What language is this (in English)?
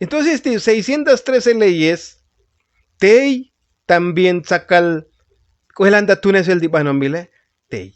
Tzotzil